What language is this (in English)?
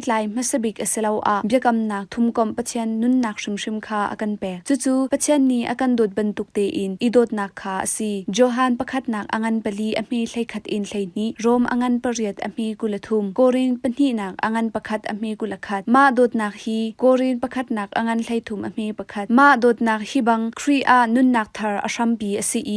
Hakha Chin